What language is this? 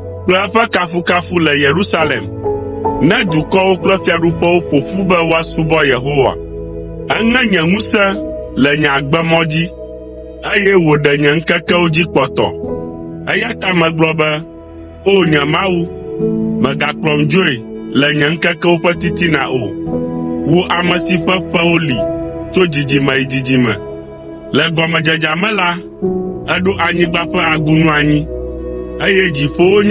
Ewe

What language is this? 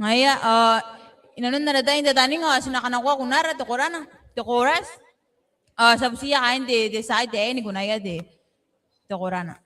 Gilbertese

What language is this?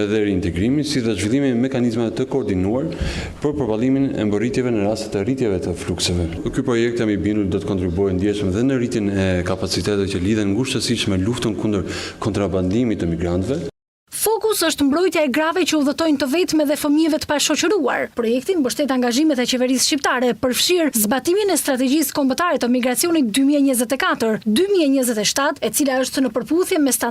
Albanian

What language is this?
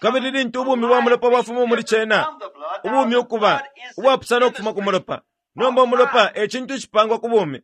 Bemba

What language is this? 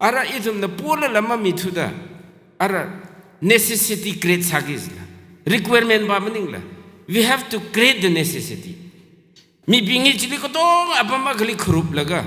Tangkhul Naga (India)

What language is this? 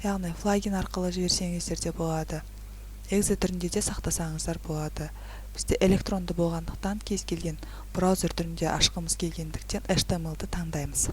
Kazakh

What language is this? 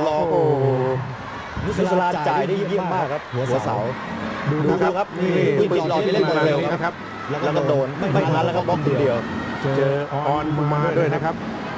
Thai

